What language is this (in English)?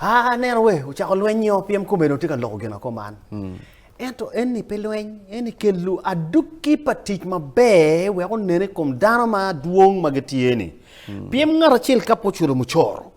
Acoli